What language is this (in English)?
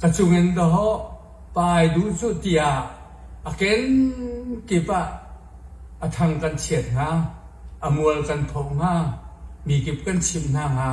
Hakha Chin